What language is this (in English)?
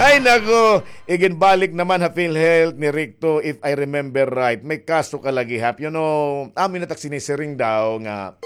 Waray